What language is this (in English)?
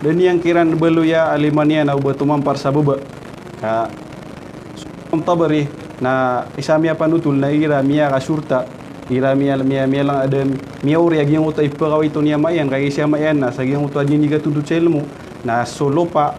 Maranao